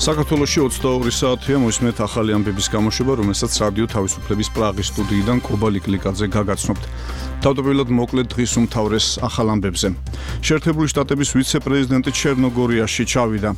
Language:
Georgian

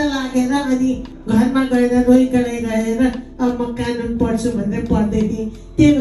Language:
Nepali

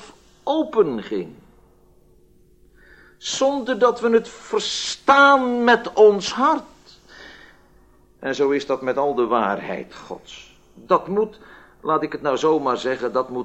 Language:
Dutch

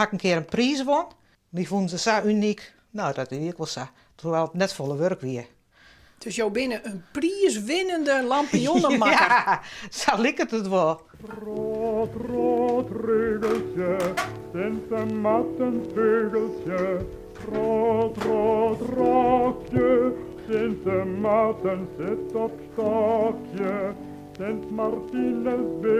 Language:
Western Frisian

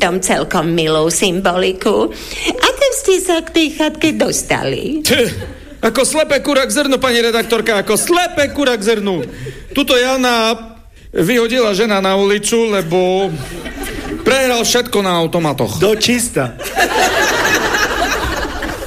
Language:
Slovak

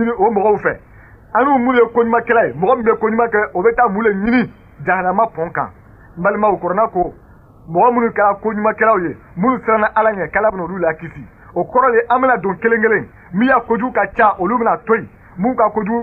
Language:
Bambara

